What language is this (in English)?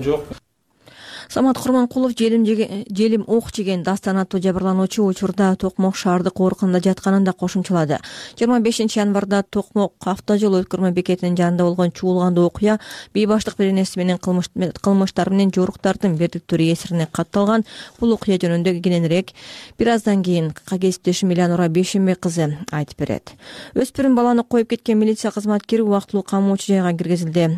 Kyrgyz